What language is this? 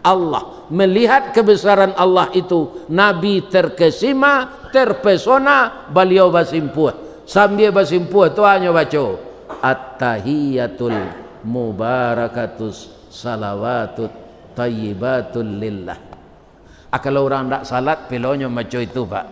Minangkabau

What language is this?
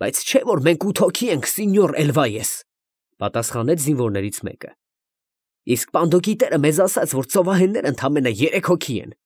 Armenian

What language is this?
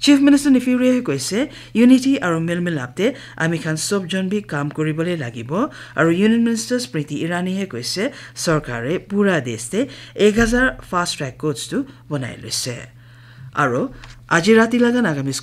Naga Pidgin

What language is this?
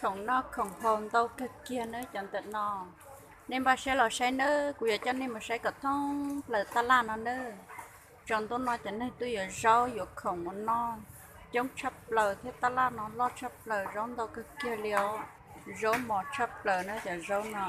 Hmong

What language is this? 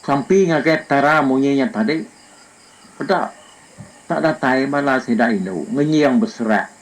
Iban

